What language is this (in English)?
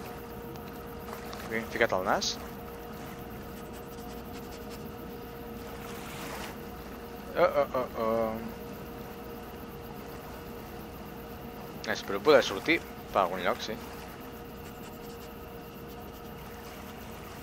Catalan